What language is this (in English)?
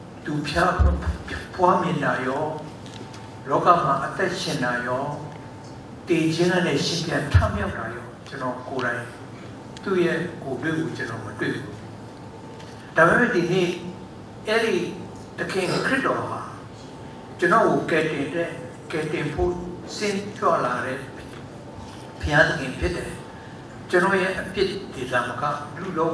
Burmese